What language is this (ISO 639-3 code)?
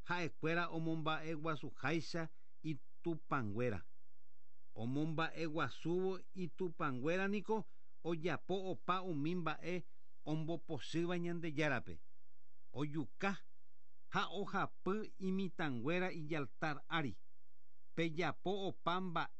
grn